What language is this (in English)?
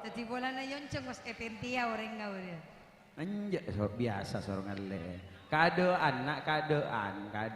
Madurese